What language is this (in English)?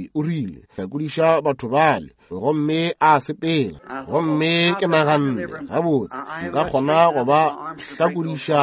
Northern Sotho